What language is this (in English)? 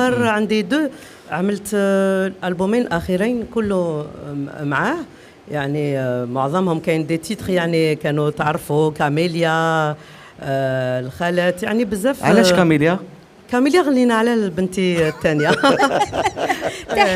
Algerian Arabic